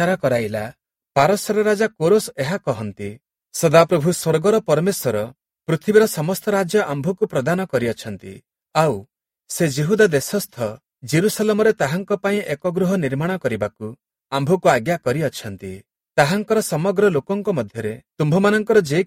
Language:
Odia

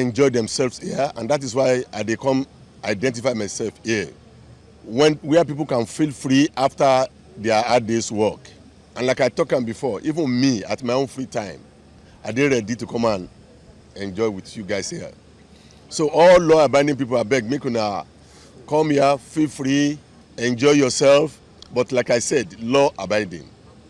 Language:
Nigerian Pidgin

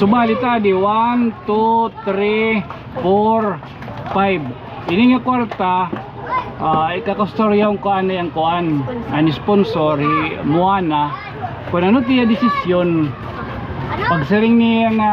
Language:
Waray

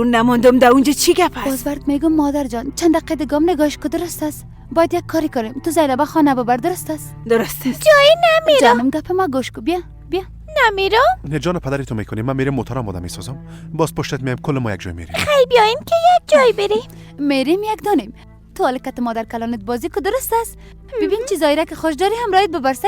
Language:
Persian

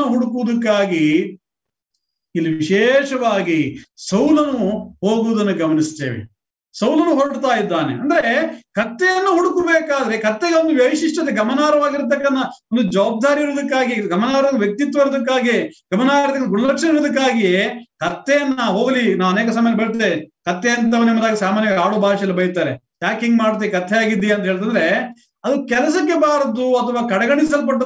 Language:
Kannada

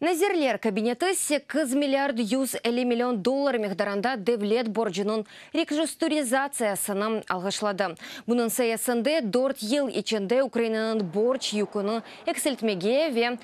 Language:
Crimean Tatar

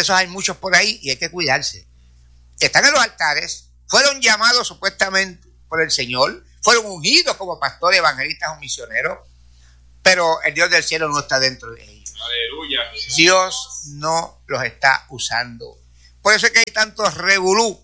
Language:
Spanish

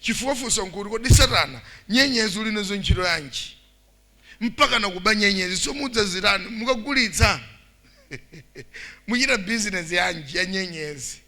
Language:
Nyanja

